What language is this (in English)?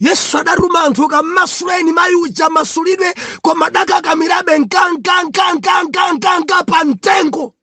Nyanja